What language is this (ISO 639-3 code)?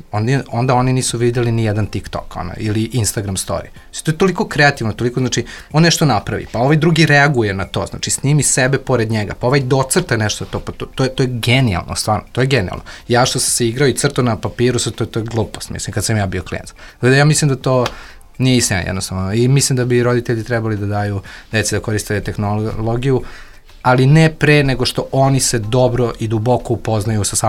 srp